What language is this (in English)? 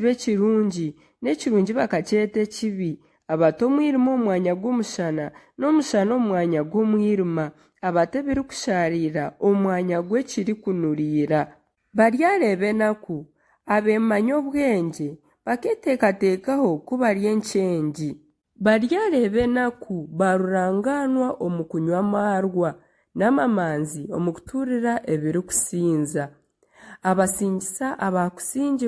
Nyankole